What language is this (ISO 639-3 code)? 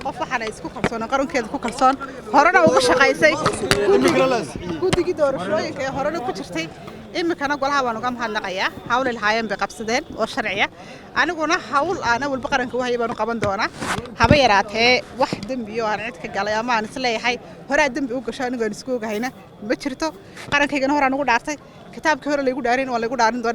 som